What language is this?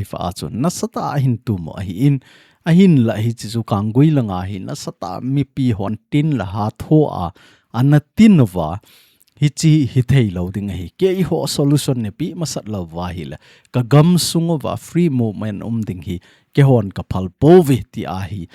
Thado Chin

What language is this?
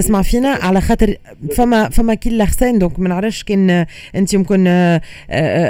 Tunisian Arabic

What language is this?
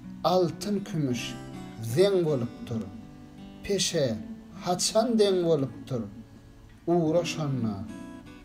Turkmen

